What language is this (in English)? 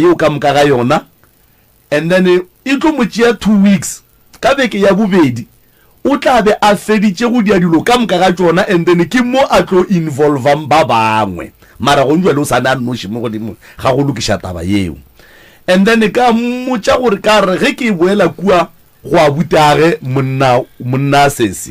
Northern Sotho